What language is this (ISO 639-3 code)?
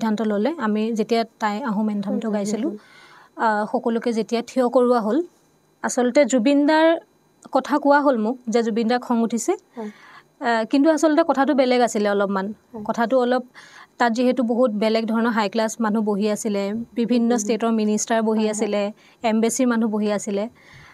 asm